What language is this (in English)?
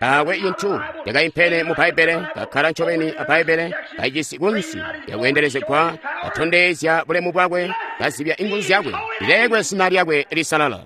Tonga (Zambia)